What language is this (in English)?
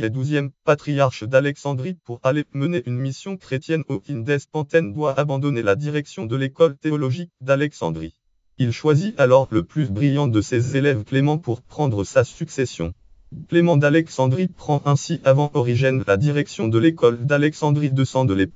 French